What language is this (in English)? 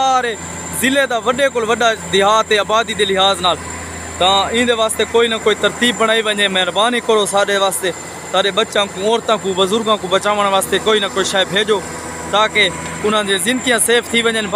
Saraiki